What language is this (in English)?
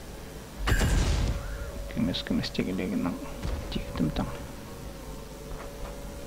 Kazakh